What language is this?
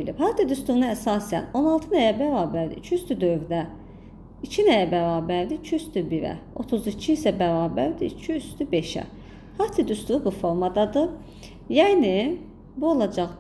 Azerbaijani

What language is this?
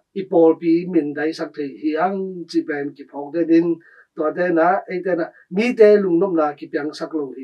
Tedim Chin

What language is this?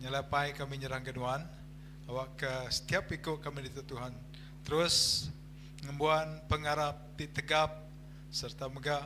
Iban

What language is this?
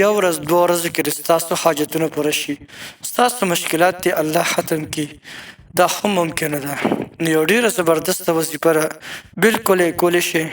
Pashto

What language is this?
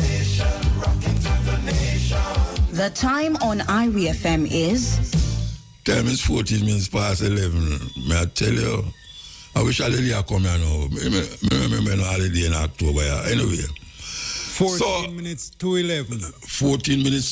Jamaican Creole English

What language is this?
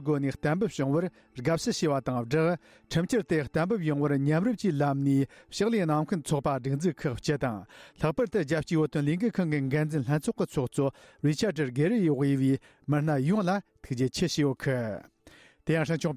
Tibetan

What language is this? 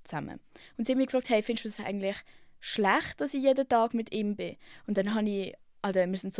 Swiss German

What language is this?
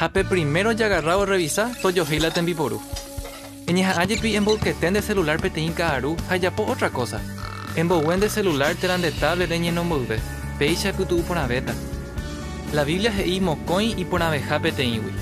Guarani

